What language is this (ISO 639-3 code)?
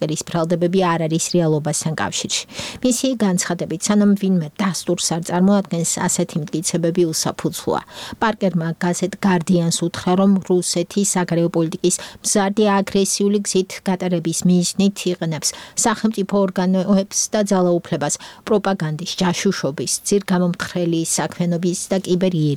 kat